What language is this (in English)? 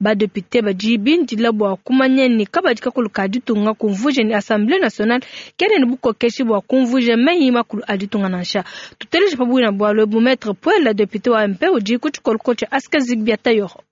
Luba-Lulua